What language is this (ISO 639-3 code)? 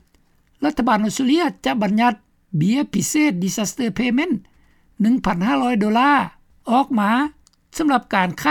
lao